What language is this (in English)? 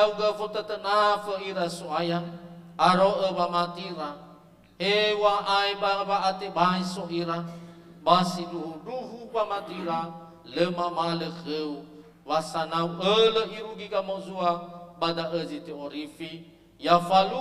Nias